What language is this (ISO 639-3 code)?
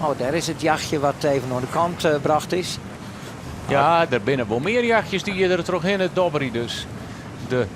fry